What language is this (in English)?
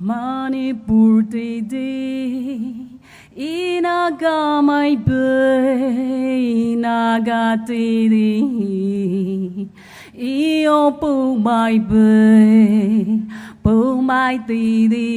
Poumei Naga